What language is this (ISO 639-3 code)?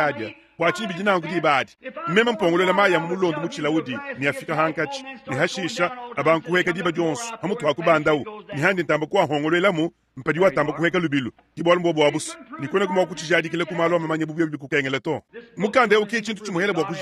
lua